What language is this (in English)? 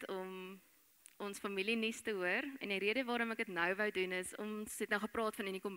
Afrikaans